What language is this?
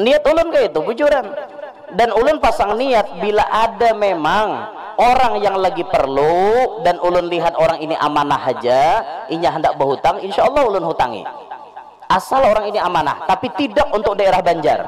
Banjar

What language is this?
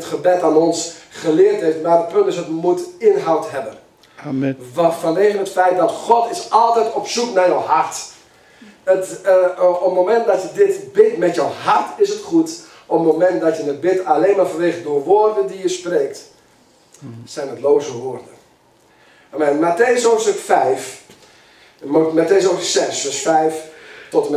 Dutch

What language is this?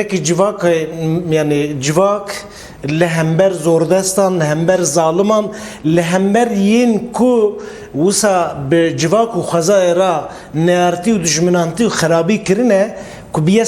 Kurdish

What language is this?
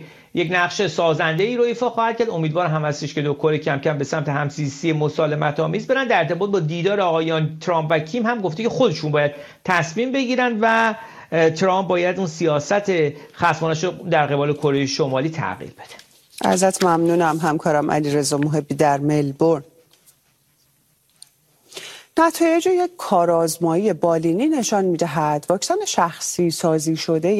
Persian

